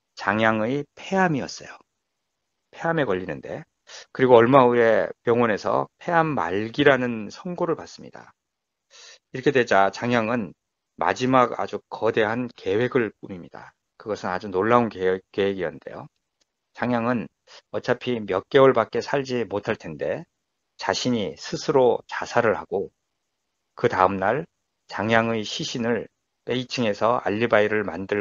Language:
Korean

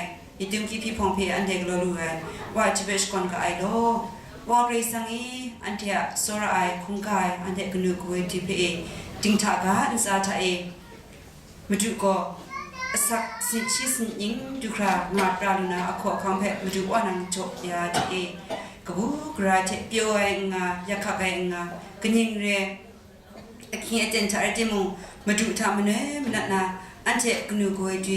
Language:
Kachin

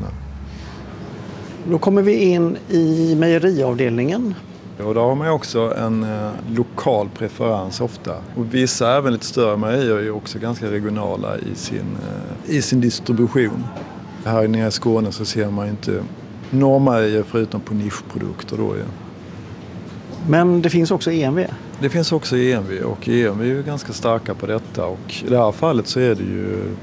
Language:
Swedish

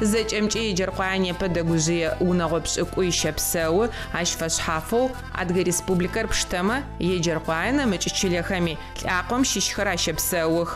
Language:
Adyghe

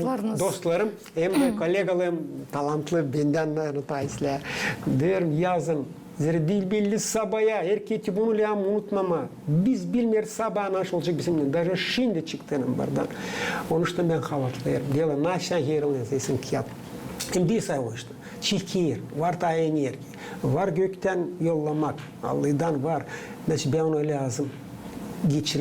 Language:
Gagauz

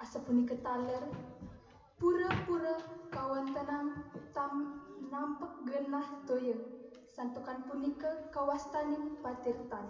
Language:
Balinese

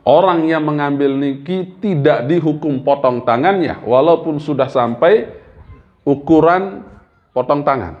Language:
Sasak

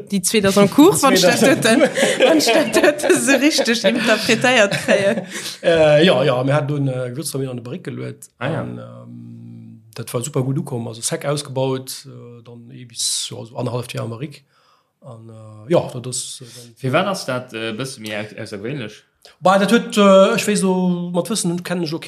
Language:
Luxembourgish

